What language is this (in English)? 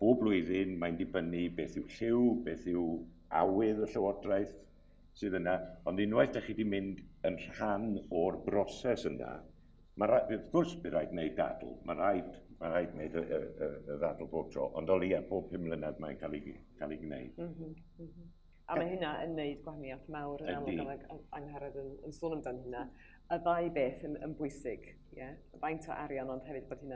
Welsh